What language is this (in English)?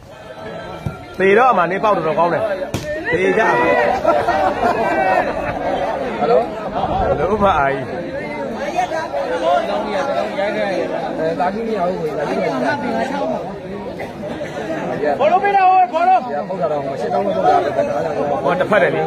Burmese